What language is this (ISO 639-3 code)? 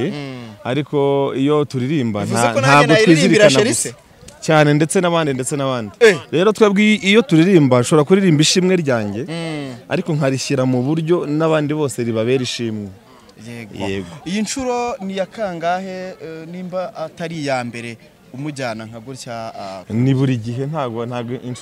kin